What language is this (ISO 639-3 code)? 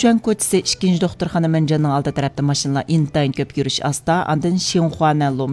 uig